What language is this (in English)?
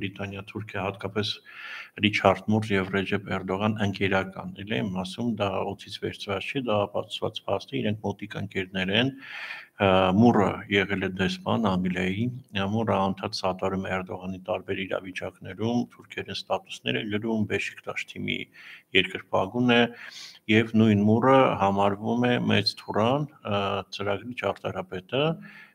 Armenian